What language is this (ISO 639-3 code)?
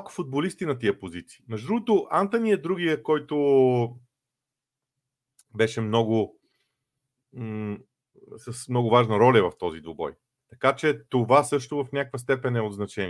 bul